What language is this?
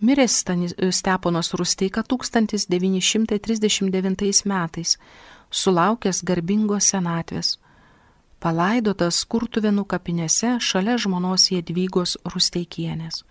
Lithuanian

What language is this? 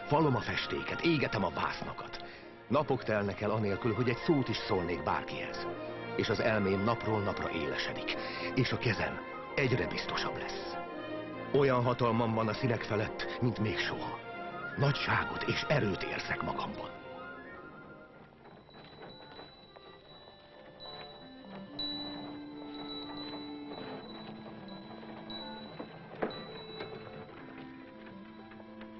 Hungarian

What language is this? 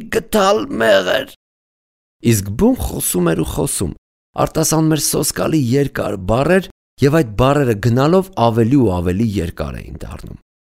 Armenian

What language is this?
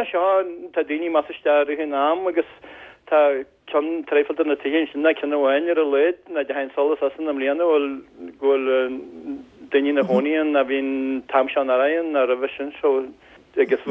Irish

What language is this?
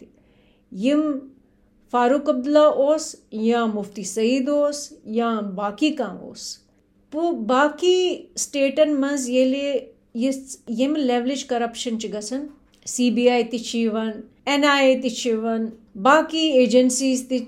Kashmiri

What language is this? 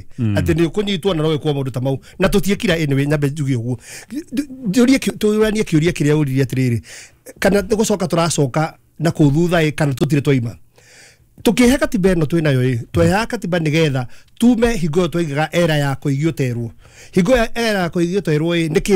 Kikuyu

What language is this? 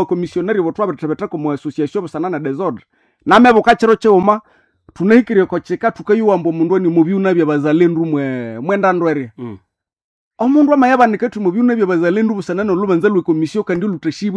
Nande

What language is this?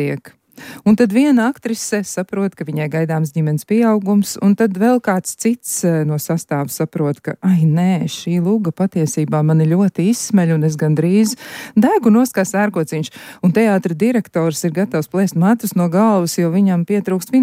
Latvian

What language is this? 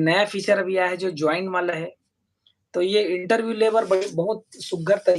Chhattisgarhi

